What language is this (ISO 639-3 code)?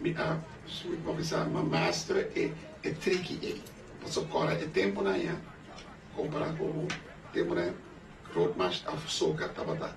pap